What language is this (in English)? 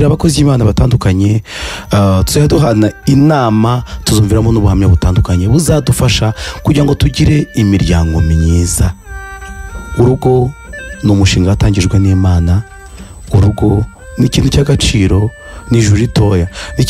Kinyarwanda